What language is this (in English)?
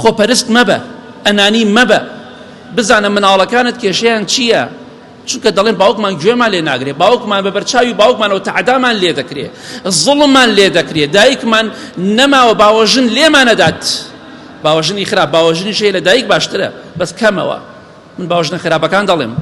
Central Kurdish